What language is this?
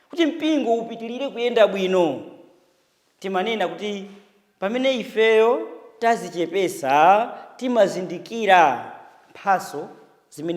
Nyanja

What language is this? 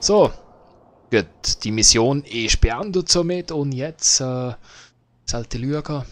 Swiss German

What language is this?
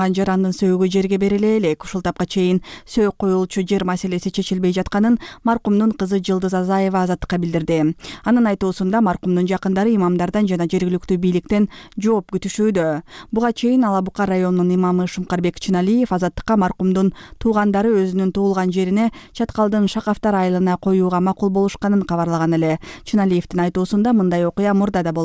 Kyrgyz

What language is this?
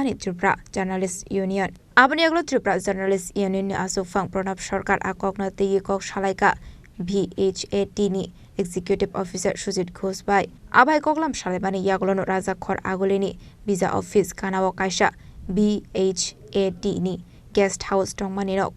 Kok Borok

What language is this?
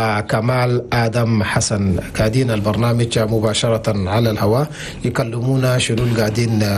Chadian Arabic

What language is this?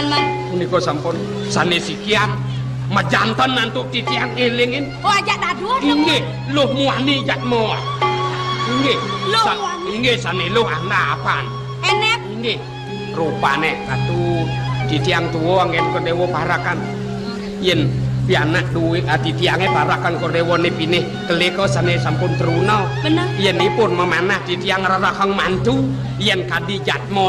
Balinese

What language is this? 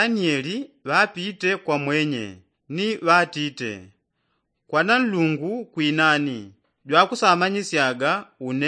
Yao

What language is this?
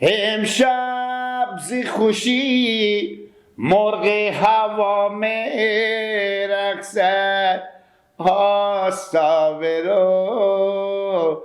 Persian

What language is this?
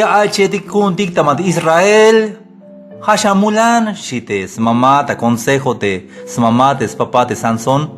Tzeltal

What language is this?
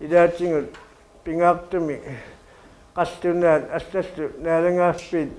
Kalaallisut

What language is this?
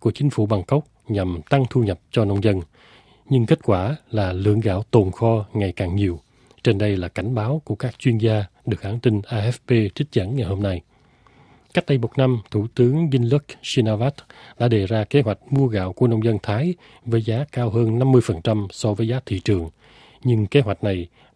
Vietnamese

